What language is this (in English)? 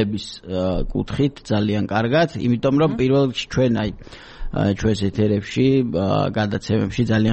Georgian